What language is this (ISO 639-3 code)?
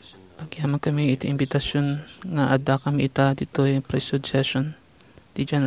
ilo